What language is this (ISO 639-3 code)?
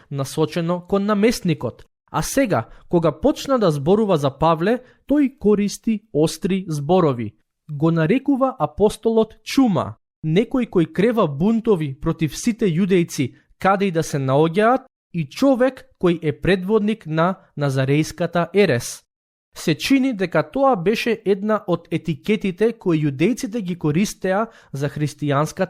mkd